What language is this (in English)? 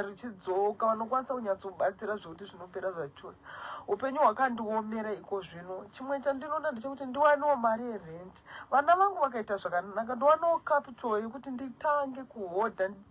Shona